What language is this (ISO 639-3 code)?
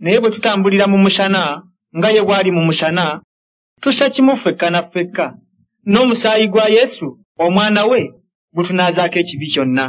lug